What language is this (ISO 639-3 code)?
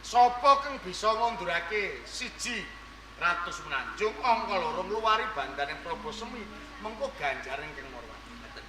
jav